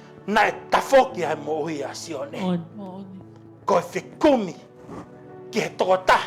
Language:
Tongan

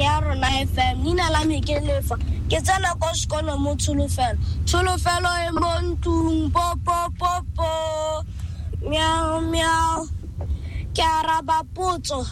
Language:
Tswana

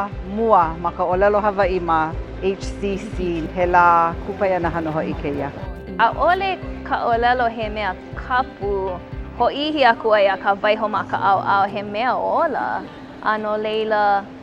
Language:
Hawaiian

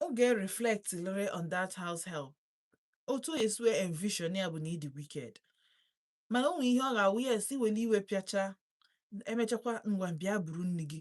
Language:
Igbo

